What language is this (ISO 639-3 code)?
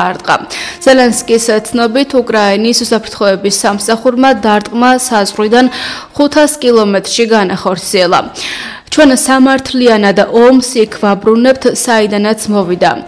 kat